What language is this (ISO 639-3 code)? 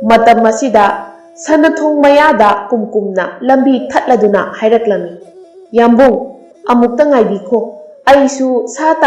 mni